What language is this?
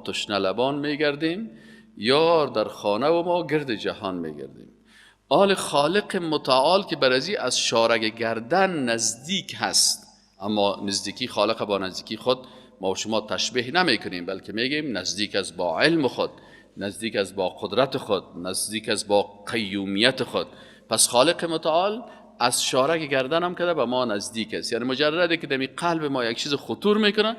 Persian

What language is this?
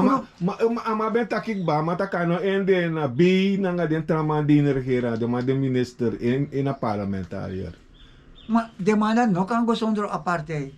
Sranan Tongo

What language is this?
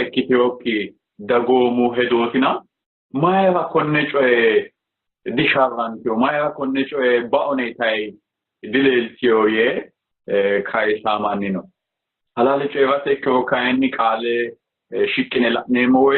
Sidamo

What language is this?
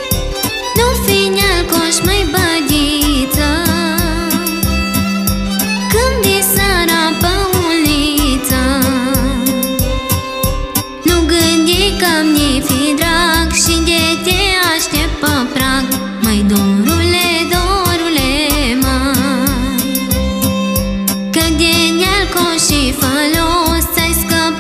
Romanian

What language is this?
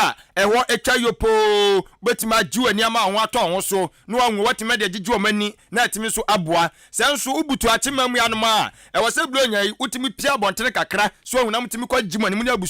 Akan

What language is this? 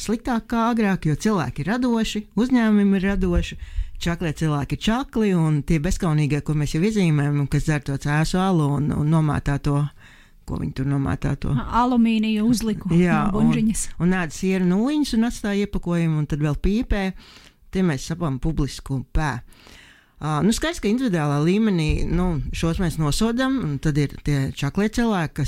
Latvian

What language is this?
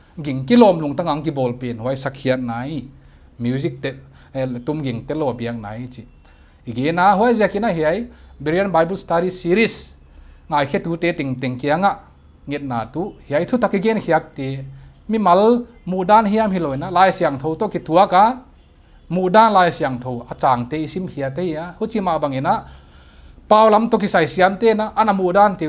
Paite Chin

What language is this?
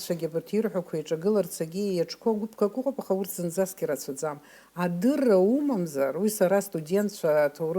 Abkhazian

